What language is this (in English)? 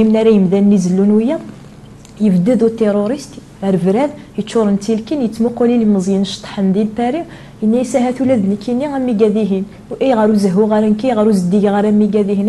Kabyle